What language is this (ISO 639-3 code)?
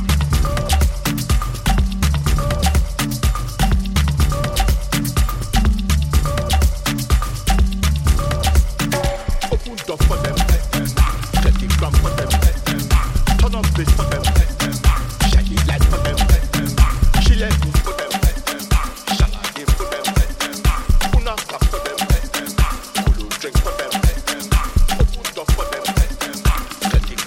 eng